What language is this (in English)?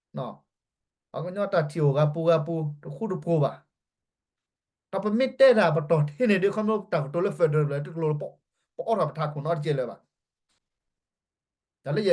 S'gaw Karen